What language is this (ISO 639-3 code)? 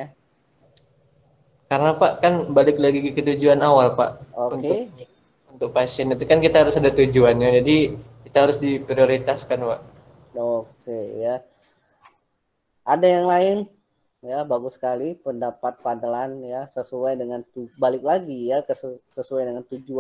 ind